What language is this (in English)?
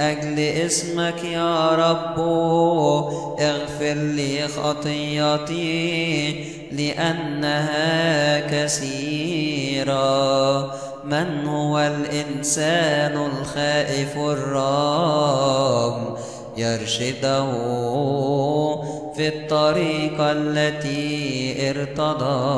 Arabic